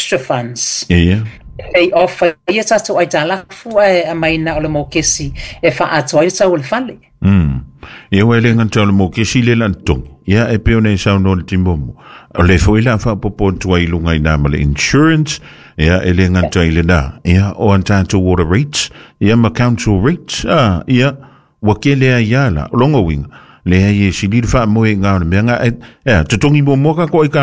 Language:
Samoan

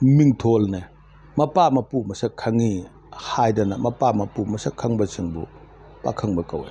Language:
Manipuri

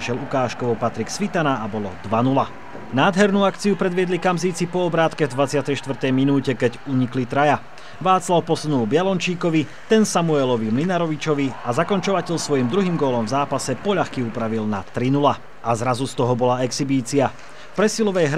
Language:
Slovak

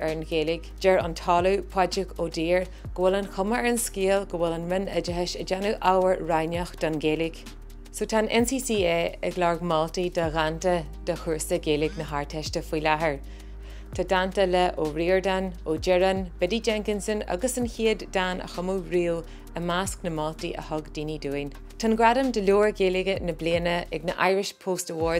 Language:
Irish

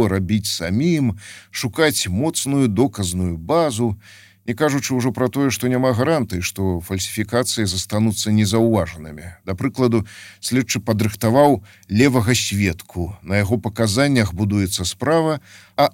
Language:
Belarusian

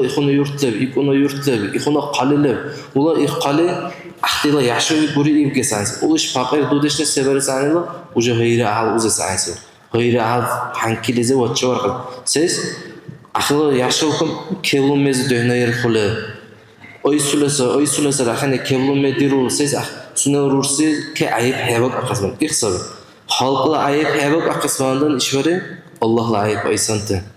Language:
Dargwa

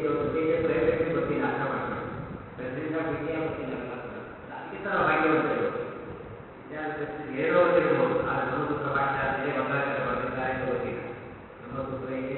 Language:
Kannada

